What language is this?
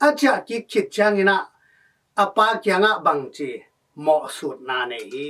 Tedim Chin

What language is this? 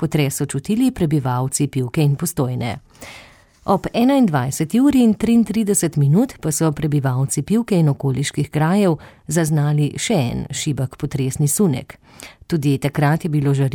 Slovenian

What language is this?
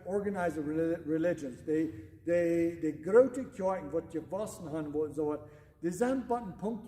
Plautdietsch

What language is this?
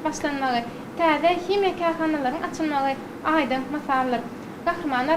Turkmen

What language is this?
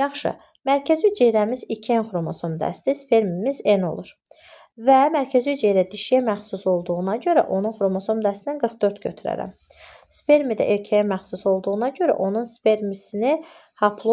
Azerbaijani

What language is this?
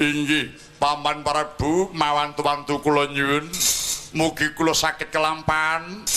Javanese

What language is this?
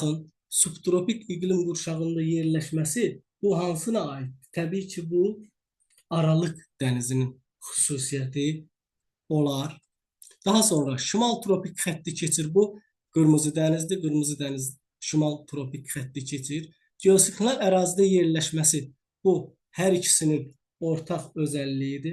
Azerbaijani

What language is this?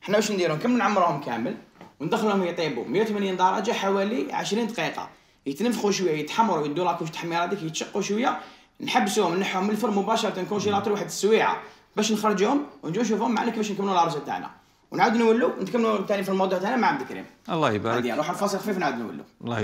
Algerian Arabic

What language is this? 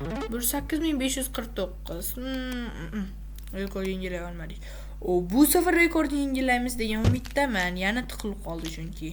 Uzbek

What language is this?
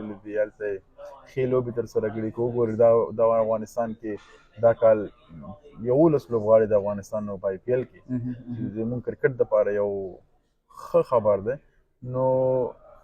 Pashto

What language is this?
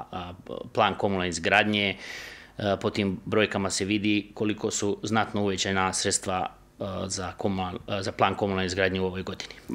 Serbian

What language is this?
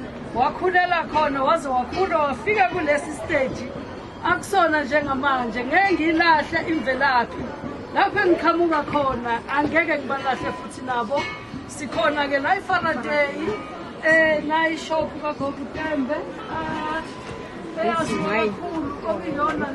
Zulu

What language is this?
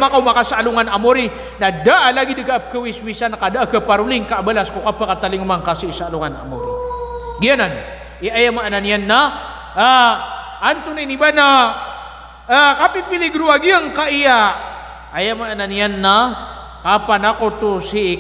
Maranao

